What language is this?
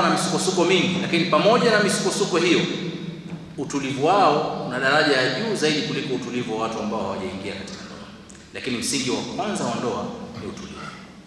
Swahili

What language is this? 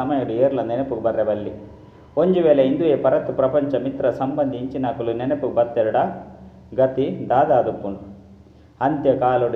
Tulu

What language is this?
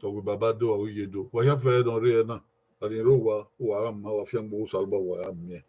Bini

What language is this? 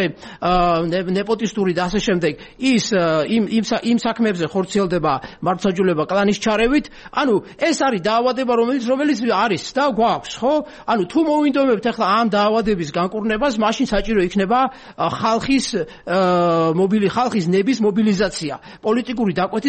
Georgian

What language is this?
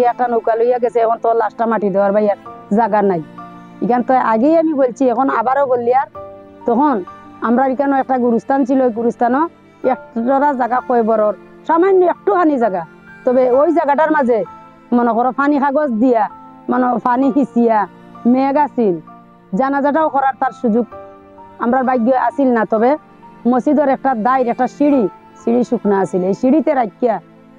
Sylheti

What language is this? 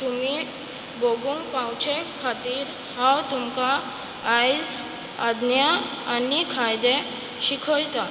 Konkani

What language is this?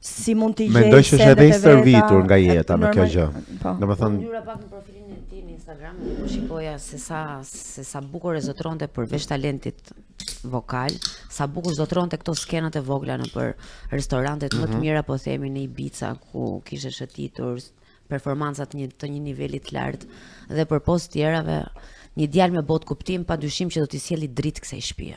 Albanian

